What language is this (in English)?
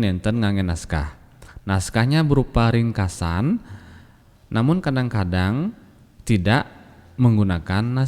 Balinese